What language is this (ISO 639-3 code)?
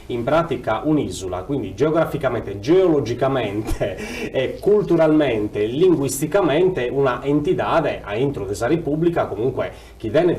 srd